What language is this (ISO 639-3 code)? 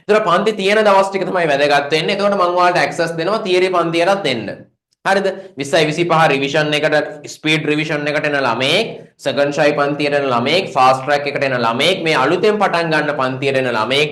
sin